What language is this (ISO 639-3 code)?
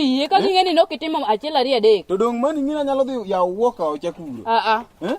luo